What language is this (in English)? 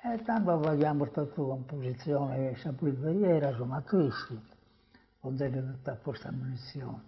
Sardinian